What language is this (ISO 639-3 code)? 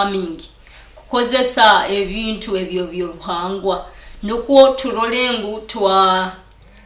nyo